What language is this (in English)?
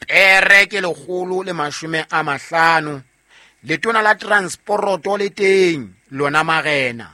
Southern Sotho